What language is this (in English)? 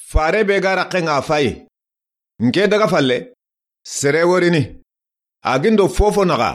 Soninke